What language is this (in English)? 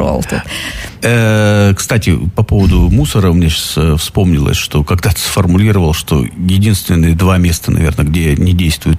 Russian